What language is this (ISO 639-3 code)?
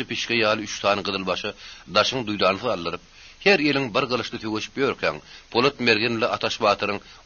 tuk